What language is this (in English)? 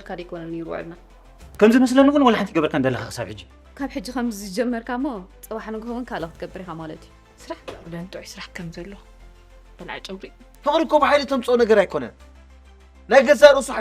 Tigrinya